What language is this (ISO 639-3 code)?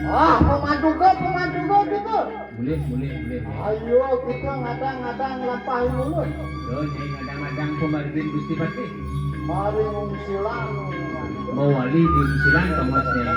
ban